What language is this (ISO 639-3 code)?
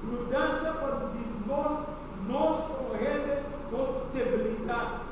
pap